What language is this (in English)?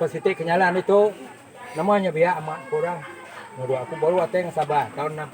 Iban